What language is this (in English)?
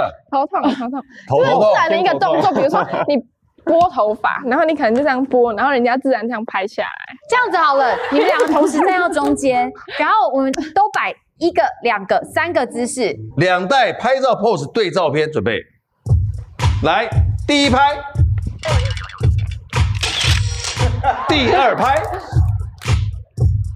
Chinese